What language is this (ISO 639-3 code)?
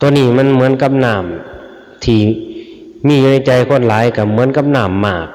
tts